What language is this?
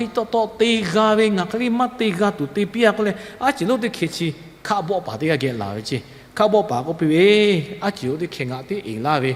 Lahu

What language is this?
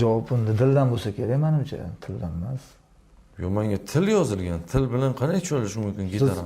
Uzbek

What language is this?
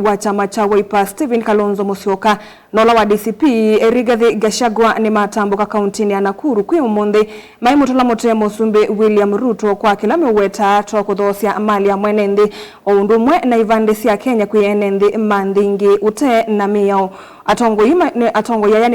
Kamba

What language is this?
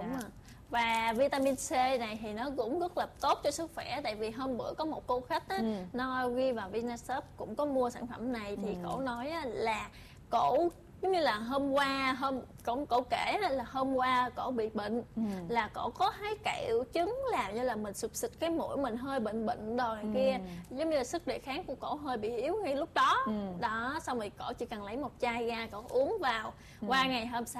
Vietnamese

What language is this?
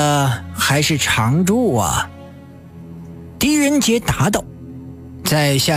Chinese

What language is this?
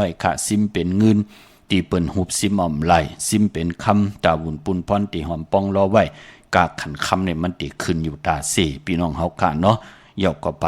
Shan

